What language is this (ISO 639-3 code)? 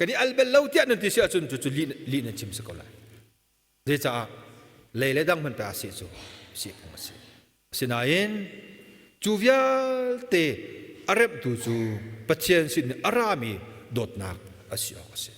cnh